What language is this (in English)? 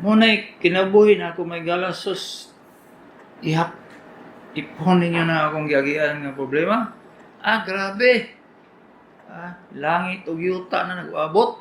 Cebuano